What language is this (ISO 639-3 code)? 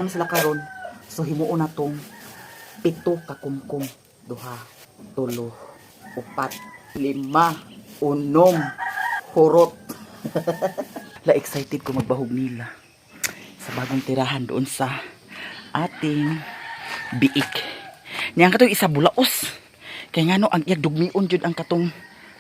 ceb